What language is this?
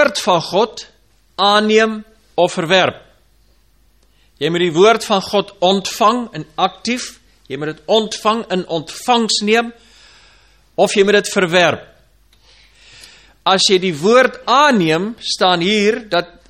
Afrikaans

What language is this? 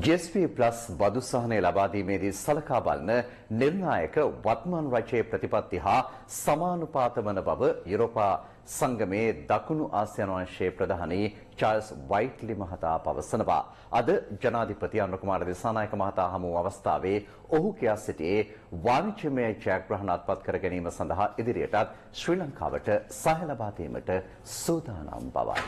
Sinhala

